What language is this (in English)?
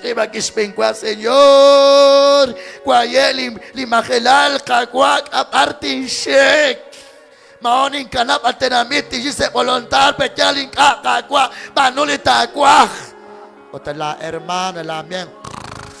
Kekchí